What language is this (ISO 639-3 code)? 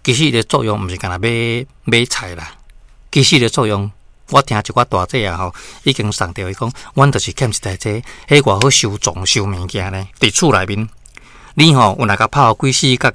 nan